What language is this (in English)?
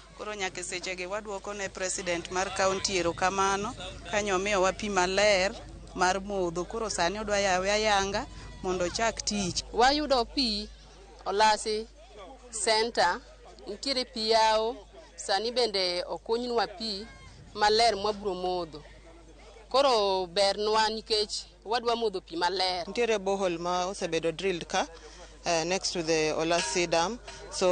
Luo (Kenya and Tanzania)